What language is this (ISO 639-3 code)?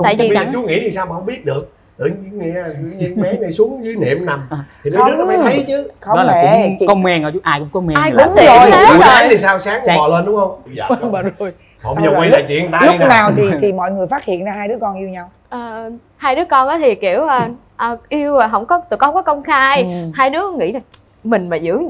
vie